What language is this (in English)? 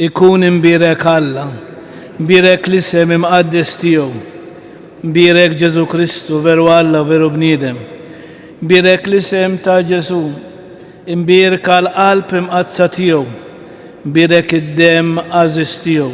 Maltese